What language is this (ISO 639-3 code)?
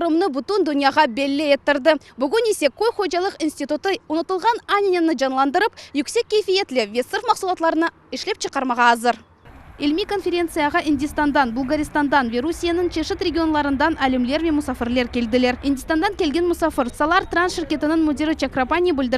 crh